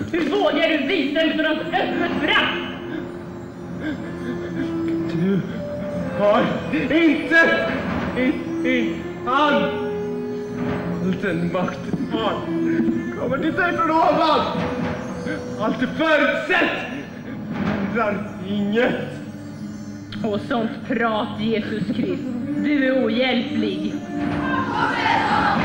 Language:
Swedish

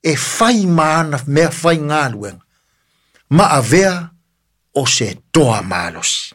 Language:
Samoan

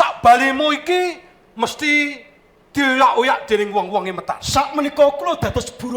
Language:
Javanese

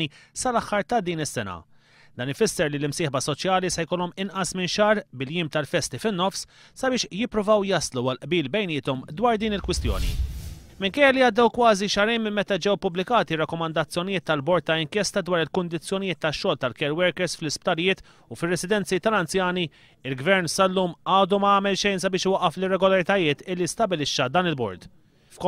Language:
Maltese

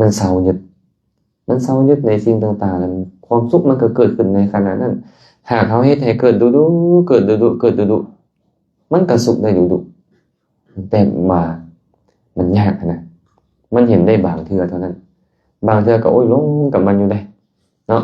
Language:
Lao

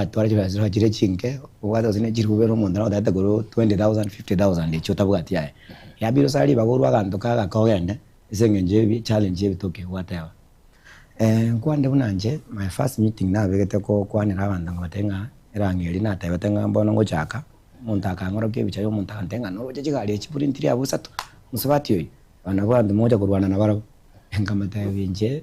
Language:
Gusii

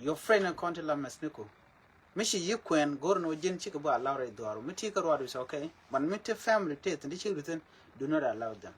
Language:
Nuer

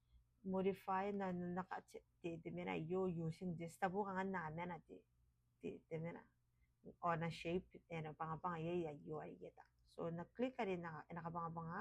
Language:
Gilbertese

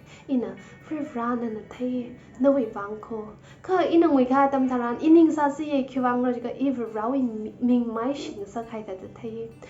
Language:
Tangkhul Naga (India)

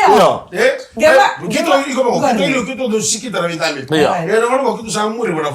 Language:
Fijian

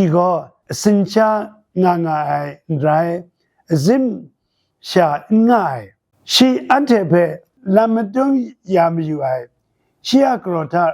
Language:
Kachin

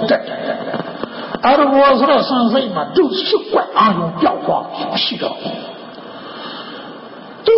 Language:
Burmese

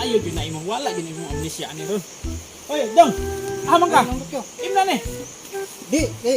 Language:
Cebuano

